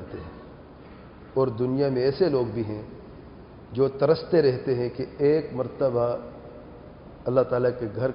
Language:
Urdu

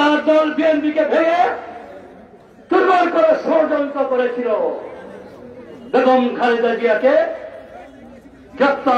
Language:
Bangla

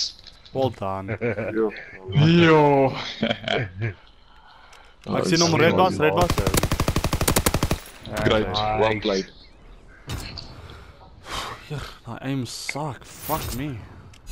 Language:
Afrikaans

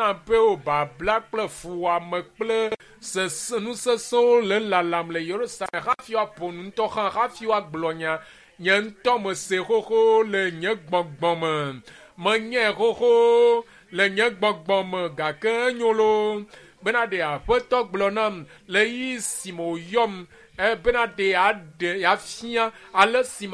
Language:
Ewe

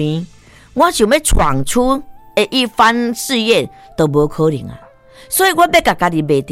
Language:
Min Nan Chinese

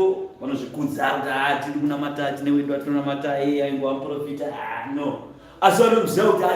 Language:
Shona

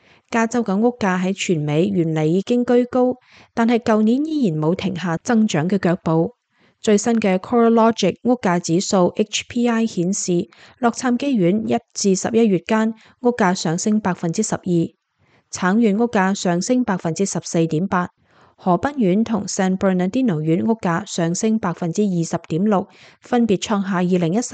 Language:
Cantonese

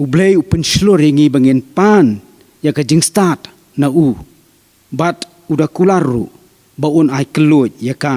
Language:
Khasi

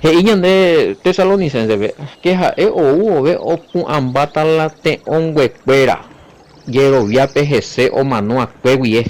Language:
Guarani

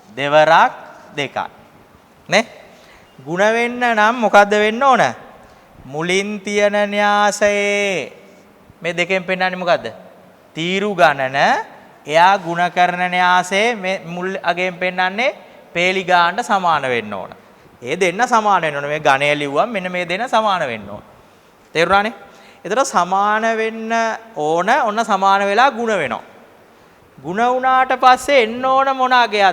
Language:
Sinhala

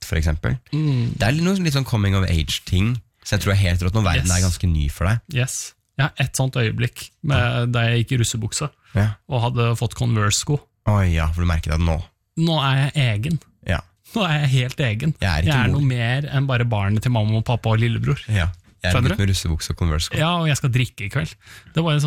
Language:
Norwegian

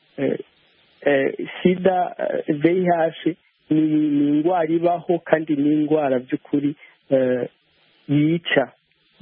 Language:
Kinyarwanda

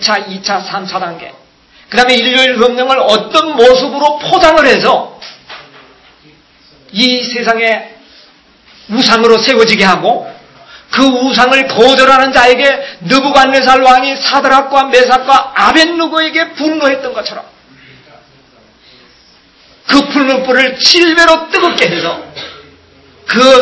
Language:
Korean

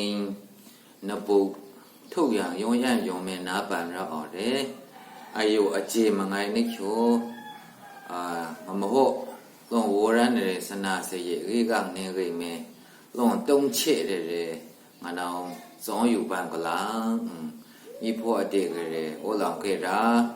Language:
Maru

